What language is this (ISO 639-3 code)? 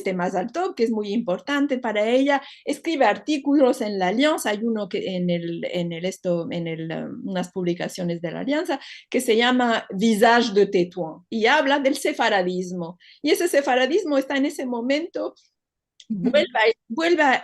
lad